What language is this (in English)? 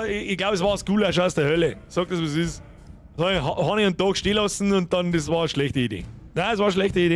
Bavarian